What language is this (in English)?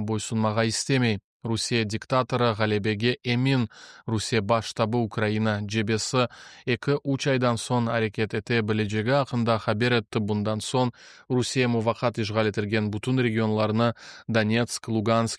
Crimean Tatar